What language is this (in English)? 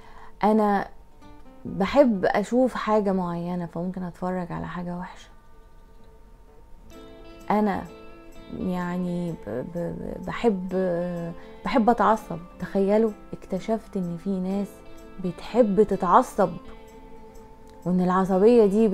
Egyptian Arabic